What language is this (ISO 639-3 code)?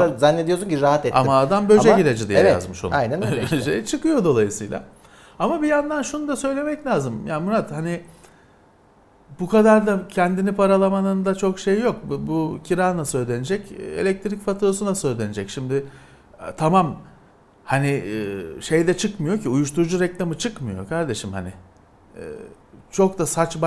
tur